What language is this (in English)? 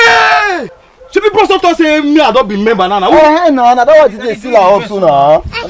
Nigerian Pidgin